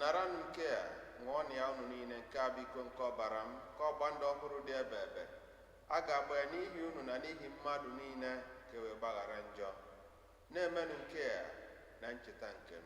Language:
Igbo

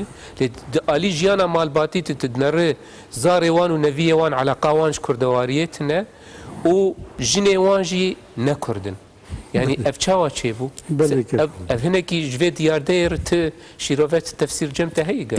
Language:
Kurdish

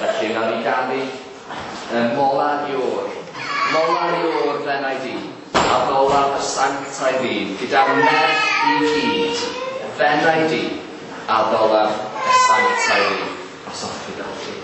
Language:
Welsh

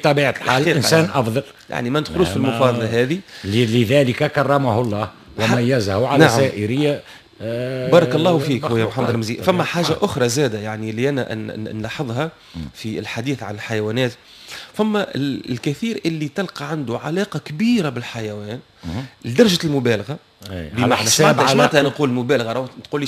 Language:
Tunisian Arabic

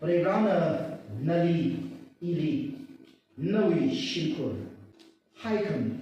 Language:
Tangkhul Naga (India)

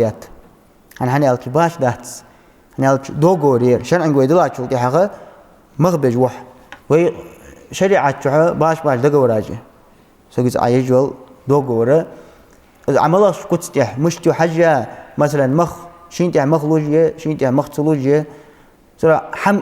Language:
Ingush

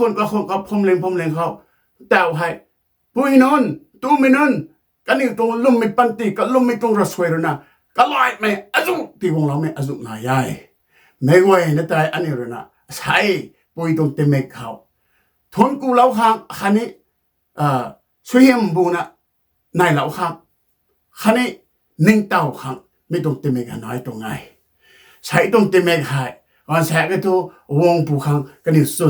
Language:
Rongmei Naga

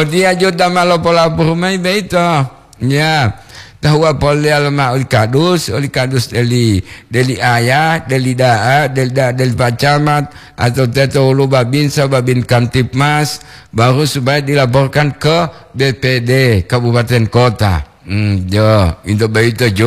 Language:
Gorontalo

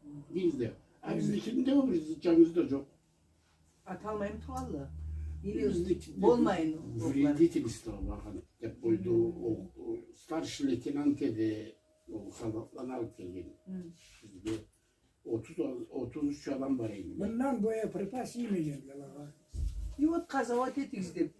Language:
Karachay-Balkar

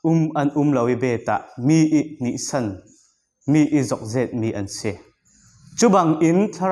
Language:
Falam Chin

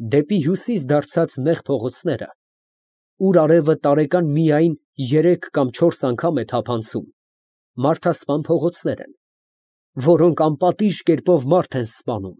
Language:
Armenian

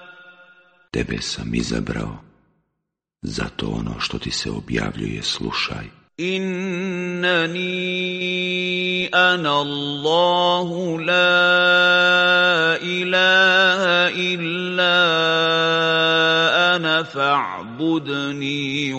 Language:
Bosnian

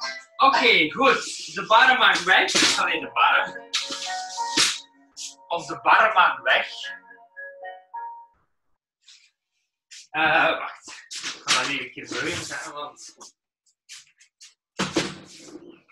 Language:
Dutch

